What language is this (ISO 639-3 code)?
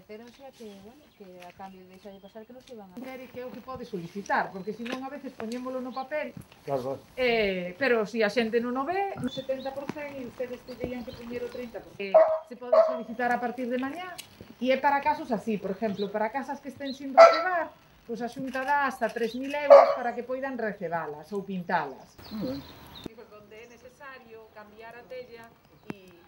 glg